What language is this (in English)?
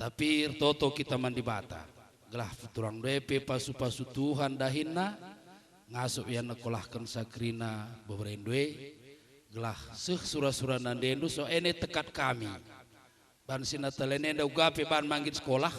Batak Karo